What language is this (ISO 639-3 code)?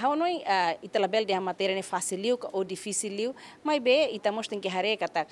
tet